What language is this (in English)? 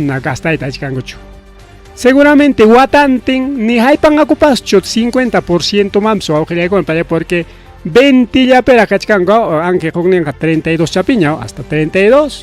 Ayacucho Quechua